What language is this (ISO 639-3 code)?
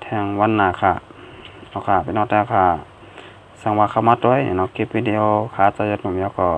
shn